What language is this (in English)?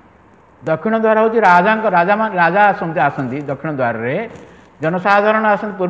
Odia